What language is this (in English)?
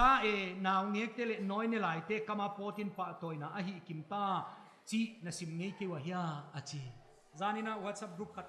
Paite Chin